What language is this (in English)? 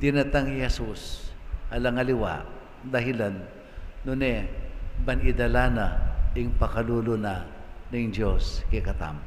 Pampanga